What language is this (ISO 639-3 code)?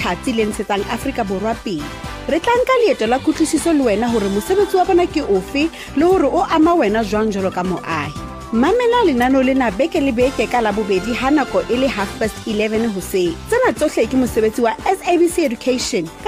sot